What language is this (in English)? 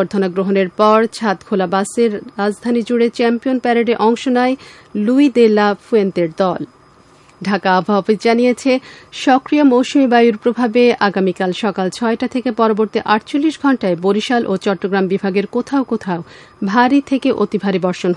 Bangla